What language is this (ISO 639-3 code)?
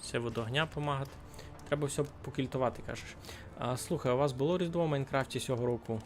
rue